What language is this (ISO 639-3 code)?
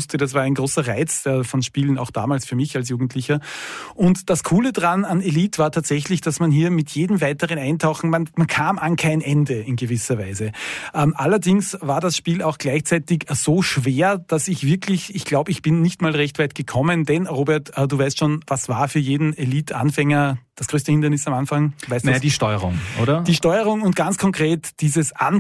deu